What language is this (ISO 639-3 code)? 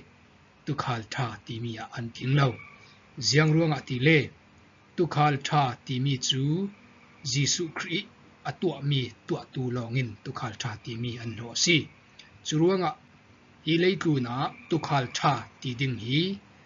cfm